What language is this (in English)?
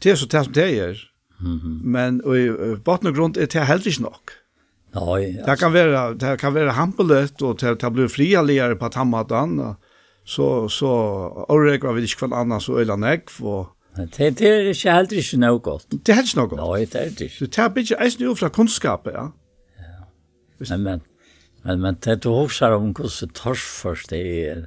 Faroese